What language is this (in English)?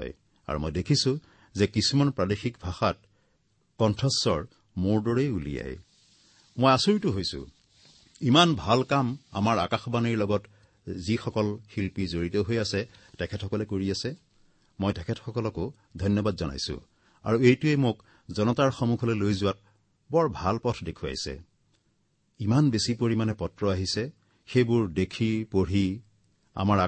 Assamese